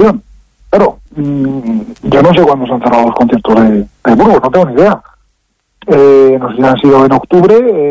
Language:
Spanish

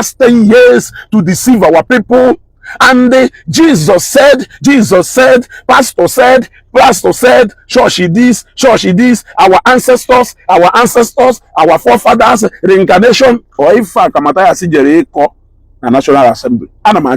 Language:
Igbo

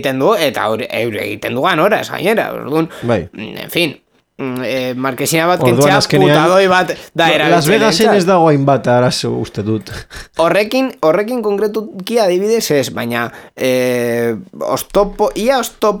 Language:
Basque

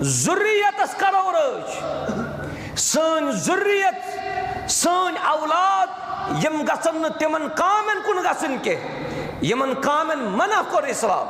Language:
Kashmiri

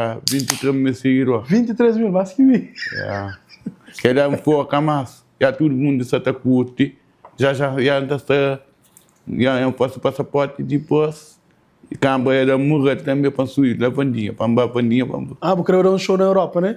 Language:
Kabuverdianu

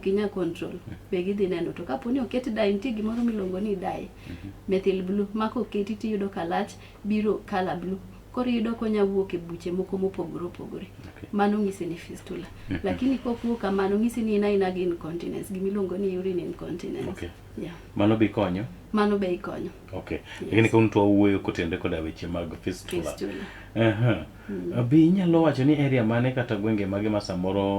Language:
Luo (Kenya and Tanzania)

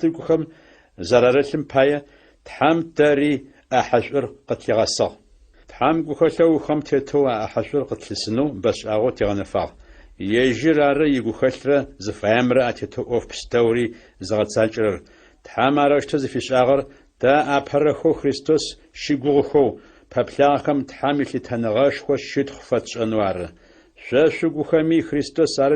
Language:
Adyghe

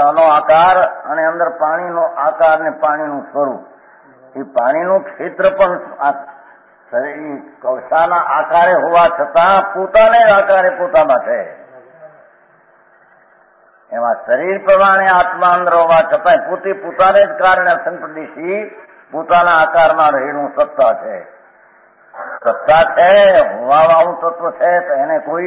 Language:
Gujarati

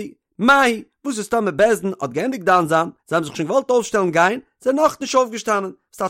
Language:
Yiddish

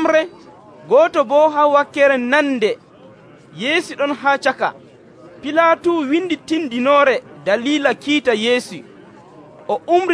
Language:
Nigerian Fulfulde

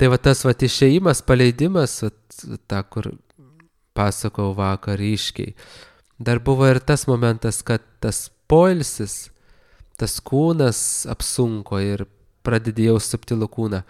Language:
Lithuanian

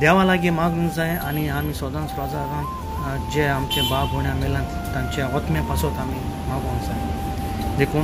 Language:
Konkani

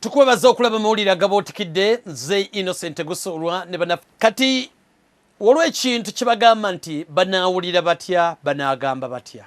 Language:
Ganda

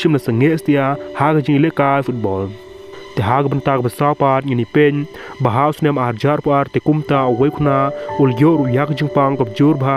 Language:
Khasi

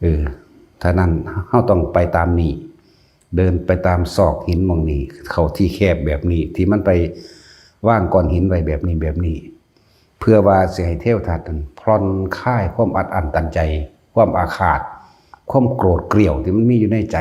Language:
Northeastern Thai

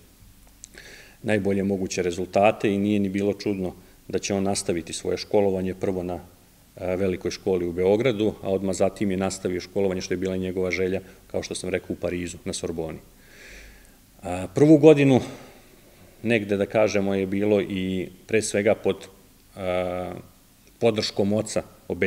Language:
Serbian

